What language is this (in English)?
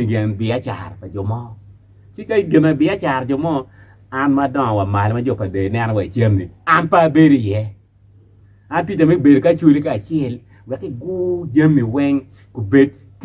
Acoli